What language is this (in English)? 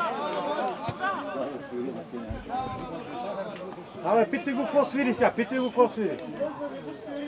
Bulgarian